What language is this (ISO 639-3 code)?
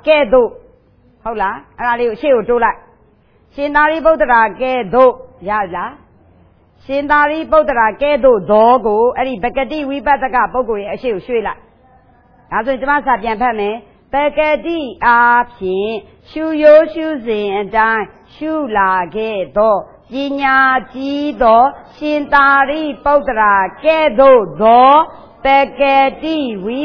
mya